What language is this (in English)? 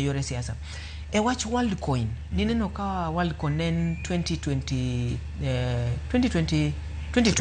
Luo (Kenya and Tanzania)